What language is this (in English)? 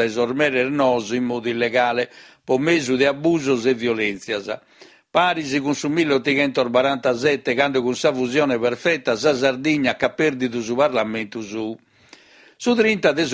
Sardinian